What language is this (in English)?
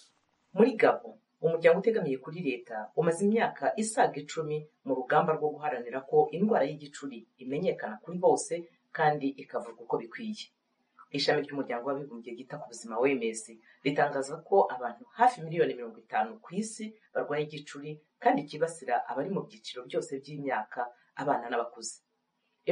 Kinyarwanda